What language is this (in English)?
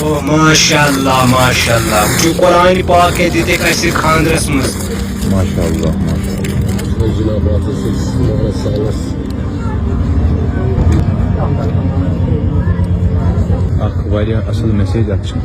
Kashmiri